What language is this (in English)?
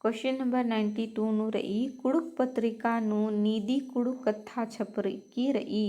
Kurukh